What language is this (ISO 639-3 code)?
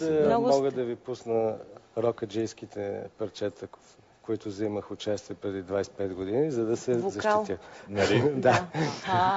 bul